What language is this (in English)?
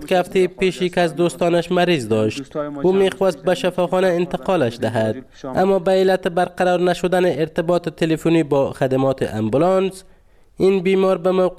Persian